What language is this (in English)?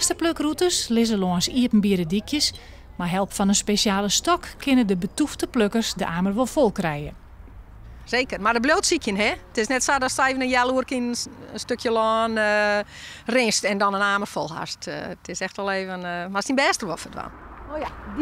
Western Frisian